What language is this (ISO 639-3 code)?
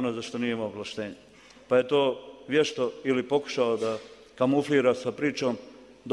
bos